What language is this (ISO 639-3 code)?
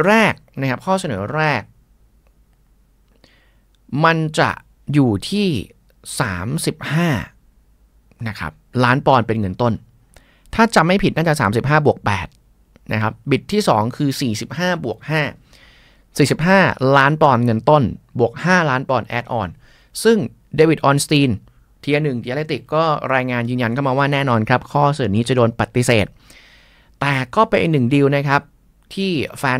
tha